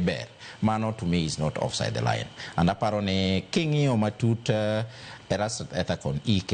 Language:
Luo (Kenya and Tanzania)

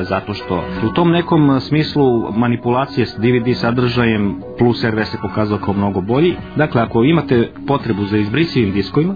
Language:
Serbian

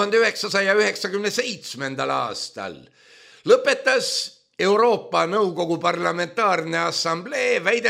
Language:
Estonian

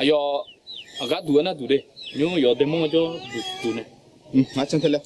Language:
Akha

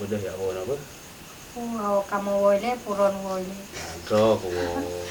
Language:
Achinese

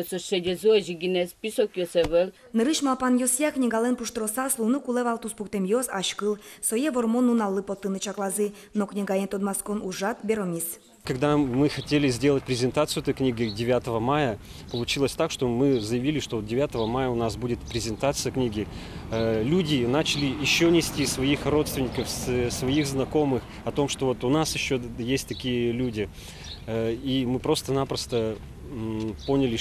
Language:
Udmurt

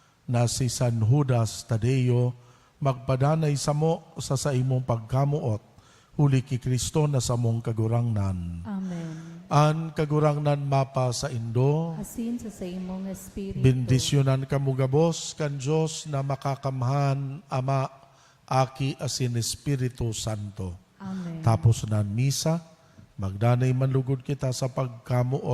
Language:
Bikol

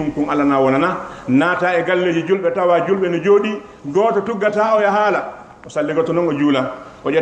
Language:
Fula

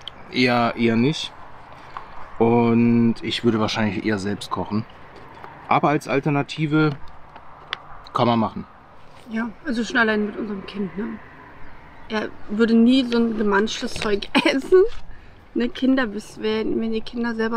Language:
German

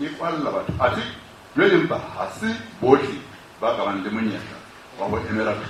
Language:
Southern Sotho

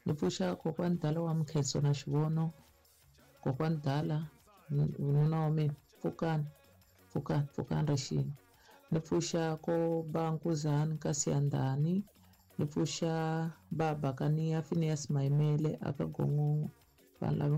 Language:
Tsonga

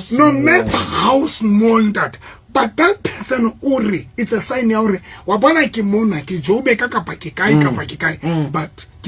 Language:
Southern Sotho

